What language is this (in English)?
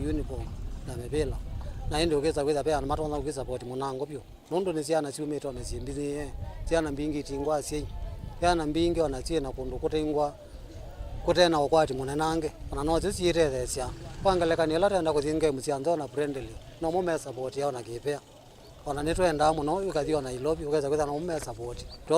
Kamba